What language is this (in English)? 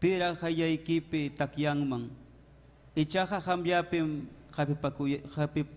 Ayacucho Quechua